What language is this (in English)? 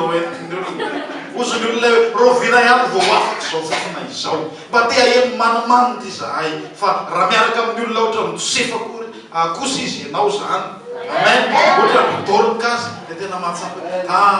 Malagasy